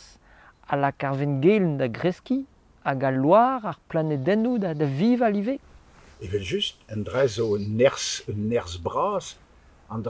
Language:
Breton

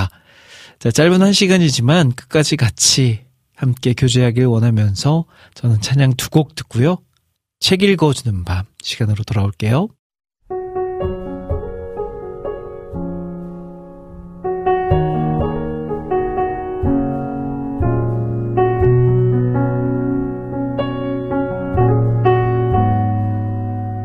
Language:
Korean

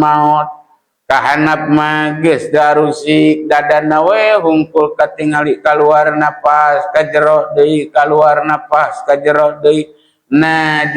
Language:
Sundanese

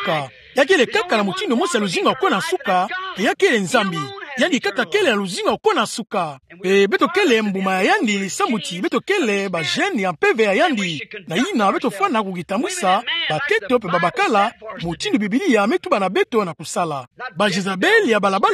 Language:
Kituba (Democratic Republic of Congo)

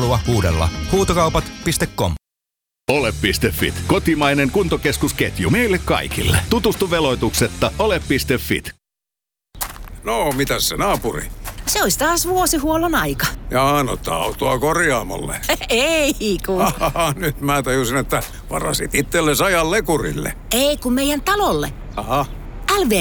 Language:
Finnish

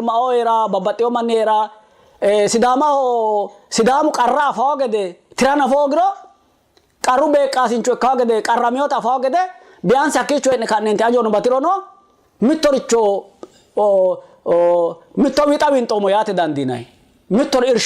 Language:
Sidamo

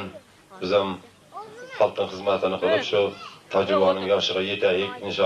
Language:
Uzbek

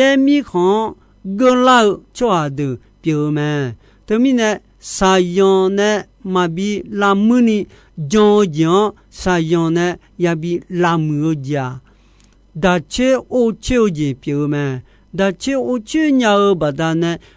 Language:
Akha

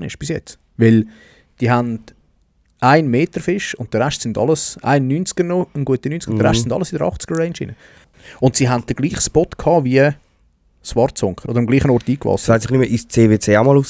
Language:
Swiss German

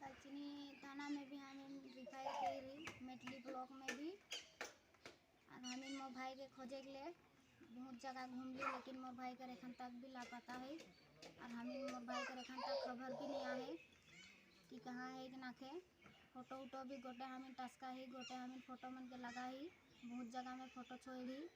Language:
Sadri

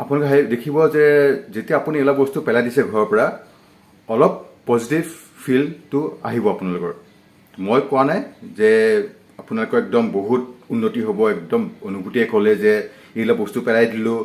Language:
Assamese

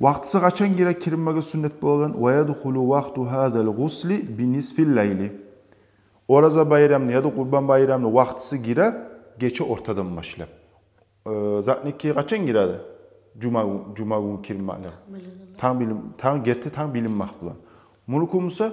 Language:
Kumyk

